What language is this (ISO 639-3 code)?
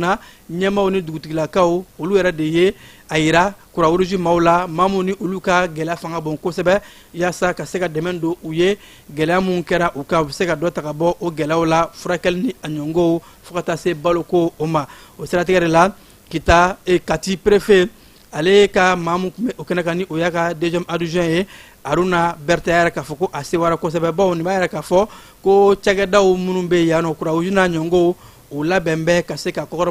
bam